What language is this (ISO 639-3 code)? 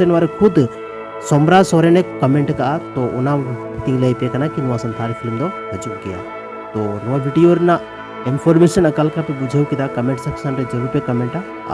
sat